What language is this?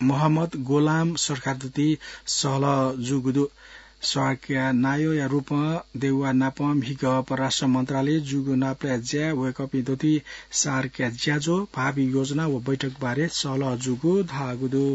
Newari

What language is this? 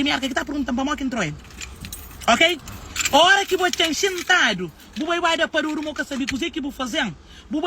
Kabuverdianu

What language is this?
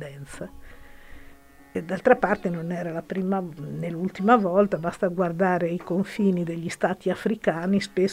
Italian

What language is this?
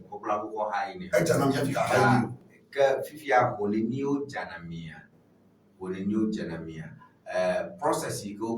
Ewe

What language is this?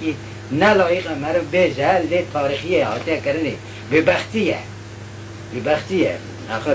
Kurdish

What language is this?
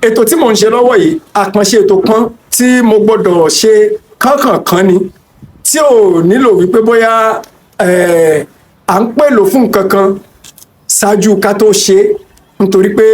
Yoruba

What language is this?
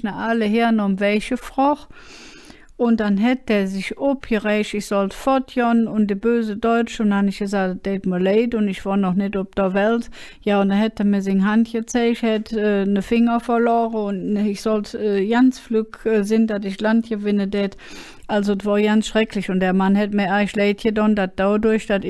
Colognian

